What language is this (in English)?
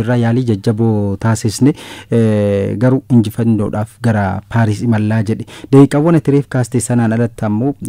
Oromo